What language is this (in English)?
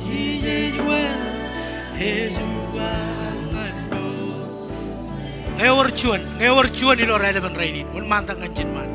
Marshallese